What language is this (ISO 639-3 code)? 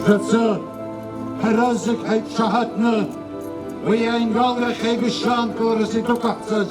abk